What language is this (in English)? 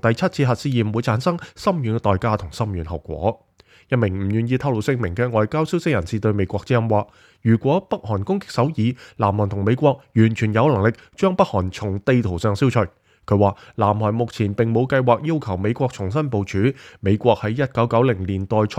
Cantonese